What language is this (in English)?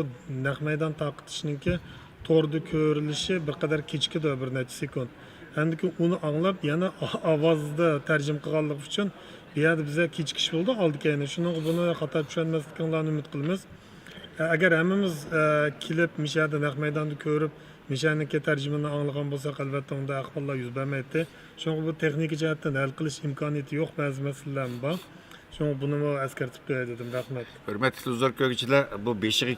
Uyghur